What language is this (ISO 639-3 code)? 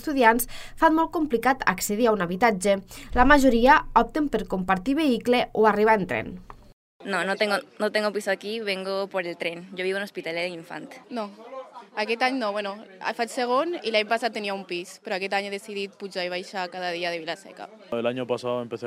cat